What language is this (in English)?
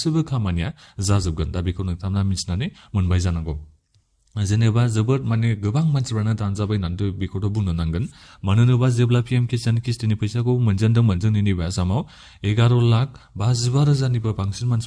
Bodo